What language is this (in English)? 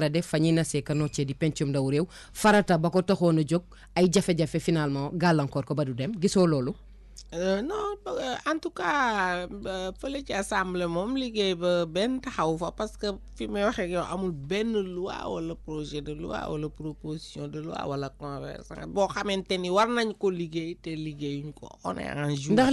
Wolof